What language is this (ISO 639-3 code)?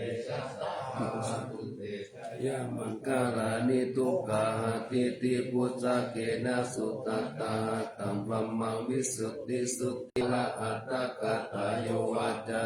pli